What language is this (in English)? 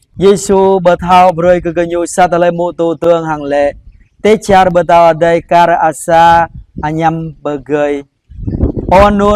Jarai